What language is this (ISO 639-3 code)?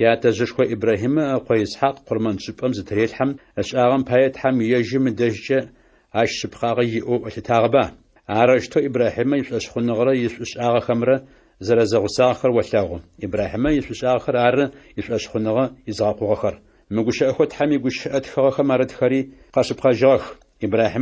ady